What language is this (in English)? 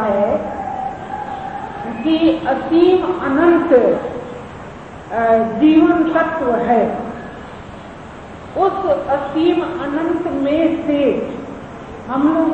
Hindi